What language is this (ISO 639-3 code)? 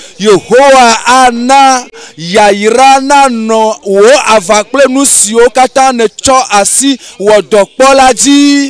ewe